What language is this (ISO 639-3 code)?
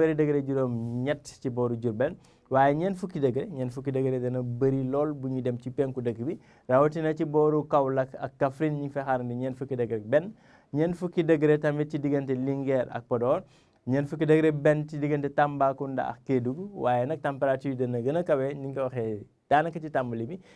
wol